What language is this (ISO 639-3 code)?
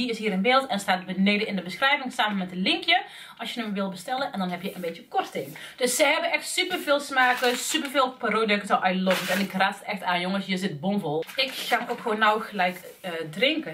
nld